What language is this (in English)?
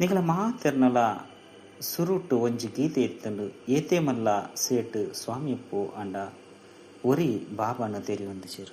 Tulu